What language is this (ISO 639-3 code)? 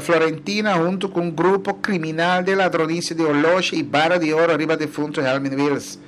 pap